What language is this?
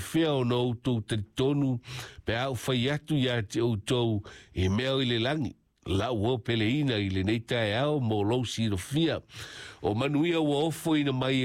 Samoan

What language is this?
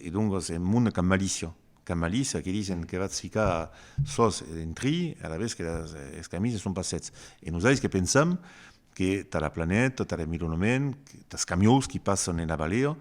Occitan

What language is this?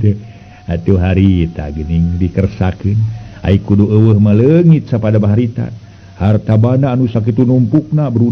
Sundanese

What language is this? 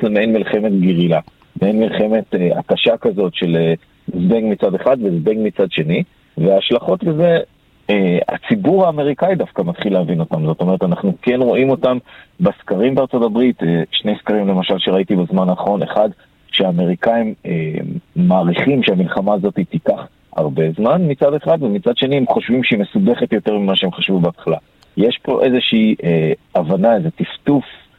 Hebrew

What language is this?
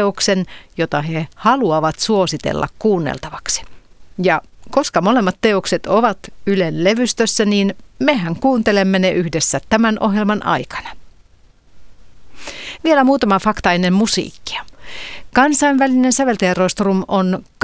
Finnish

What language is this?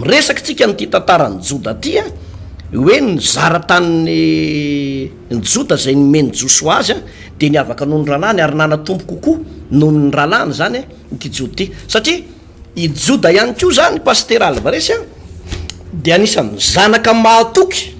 Malagasy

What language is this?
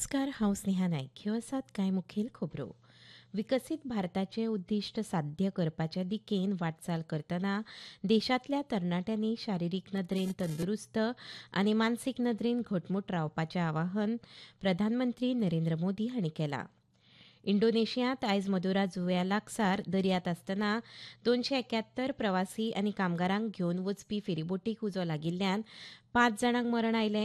Konkani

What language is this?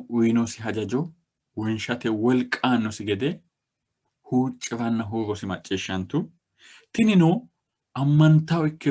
Sidamo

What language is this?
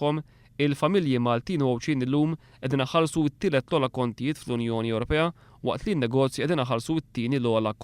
Maltese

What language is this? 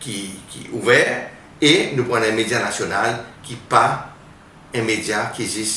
Seselwa Creole French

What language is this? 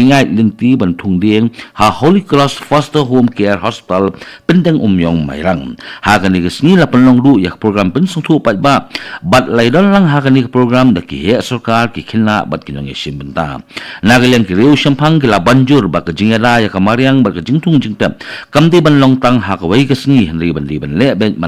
Khasi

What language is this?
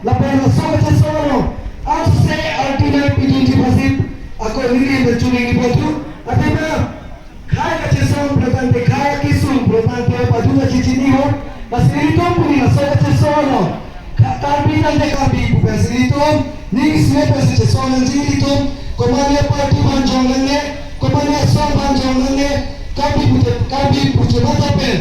Karbi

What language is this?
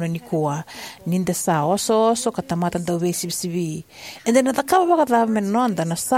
Fijian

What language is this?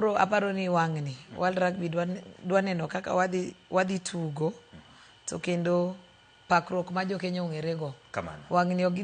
Luo (Kenya and Tanzania)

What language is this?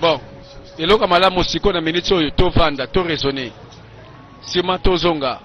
Lingala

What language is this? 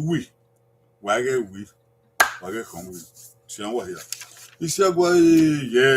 Bini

